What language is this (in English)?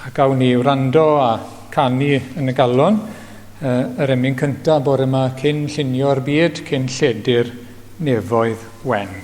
Welsh